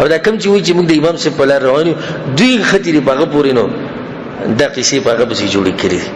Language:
Pashto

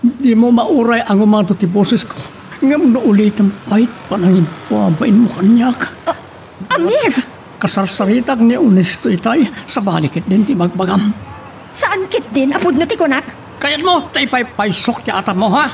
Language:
Iloko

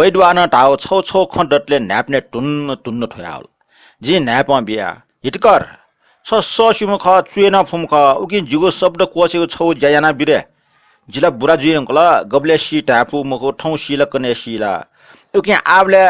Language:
Newari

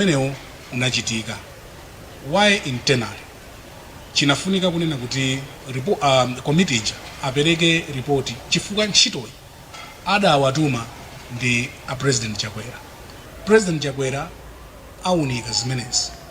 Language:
Nyanja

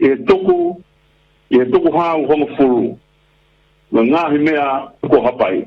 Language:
Tongan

